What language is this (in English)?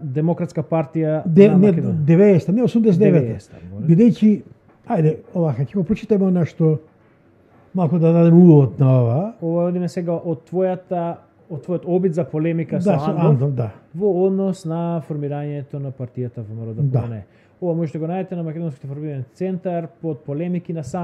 Macedonian